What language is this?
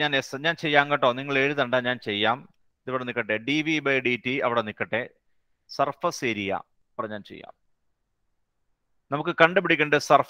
Malayalam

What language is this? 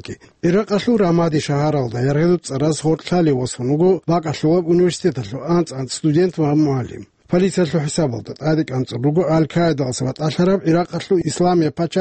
Avaric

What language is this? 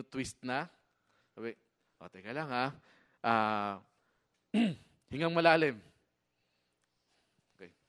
Filipino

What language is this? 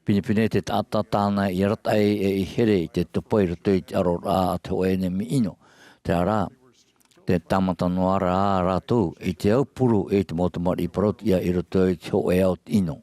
Tahitian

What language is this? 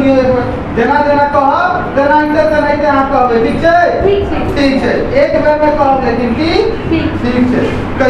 Maithili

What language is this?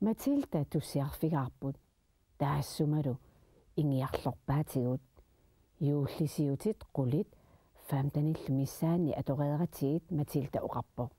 Kalaallisut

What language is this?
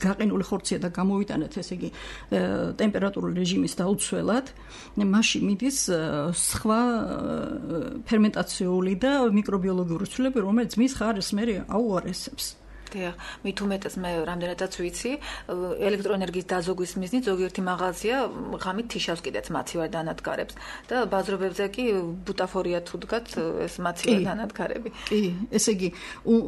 Georgian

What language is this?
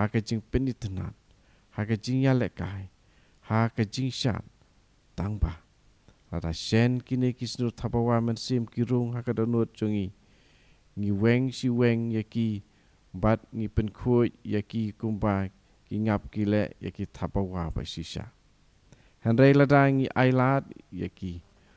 Khasi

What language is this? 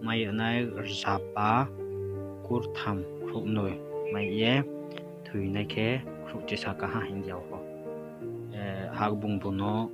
Riang (India)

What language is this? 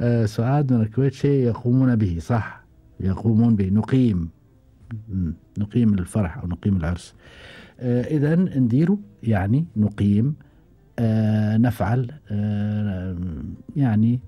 Gulf Arabic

